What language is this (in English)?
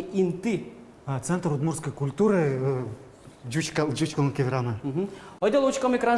Udmurt